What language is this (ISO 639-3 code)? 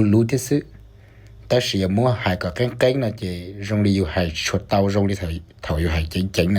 hmn